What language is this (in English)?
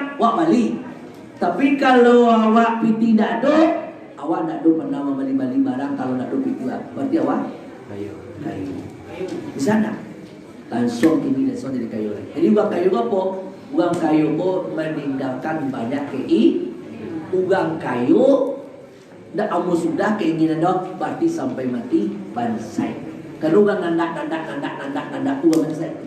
Minangkabau